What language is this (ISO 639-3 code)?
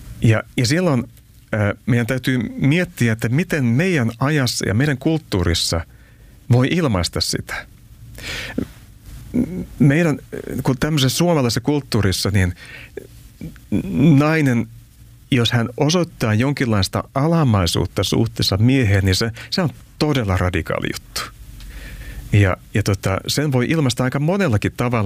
fin